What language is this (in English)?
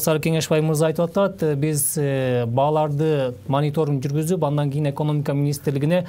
Kyrgyz